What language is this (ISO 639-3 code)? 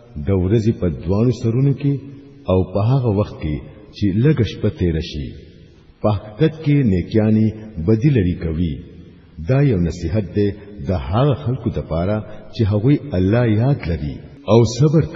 pus